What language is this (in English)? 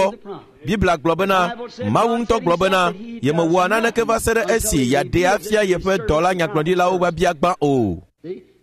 Ewe